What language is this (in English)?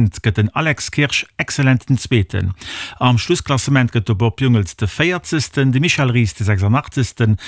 Luxembourgish